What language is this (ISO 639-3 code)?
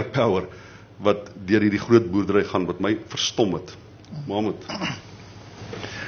afr